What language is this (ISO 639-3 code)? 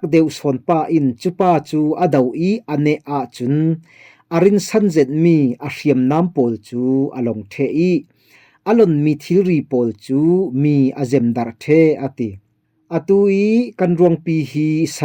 cfm